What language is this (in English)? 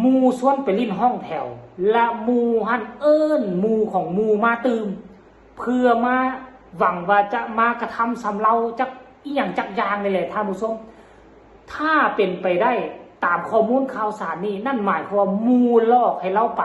Northeastern Thai